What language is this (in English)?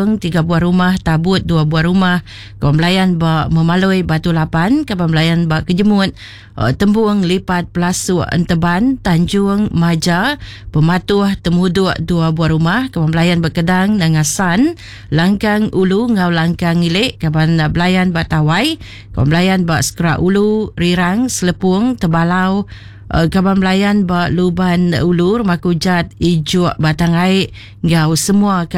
Iban